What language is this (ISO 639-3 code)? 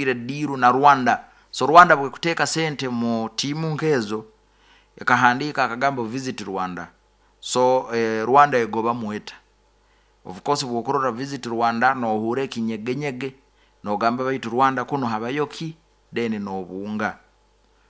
nyo